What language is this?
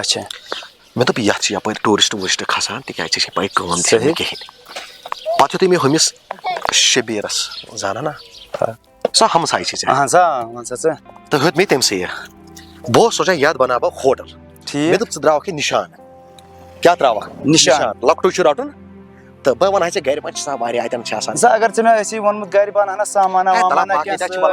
Kashmiri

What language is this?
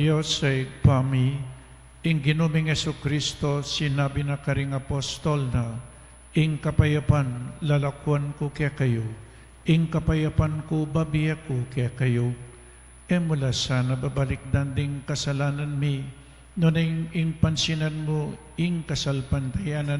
Pampanga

